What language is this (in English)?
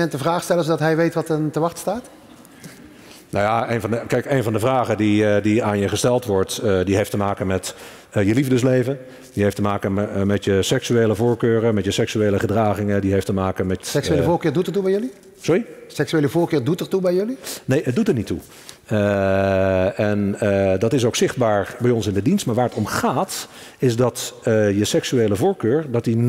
Dutch